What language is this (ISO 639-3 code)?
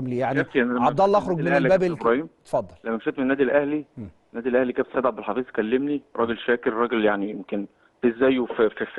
arz